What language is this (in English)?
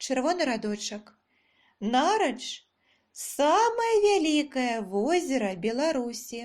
Belarusian